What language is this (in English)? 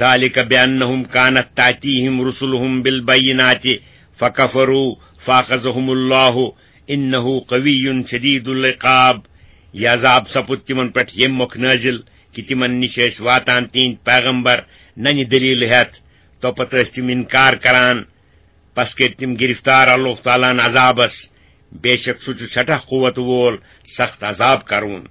Kashmiri